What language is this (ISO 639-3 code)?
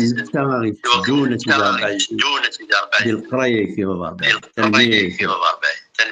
kab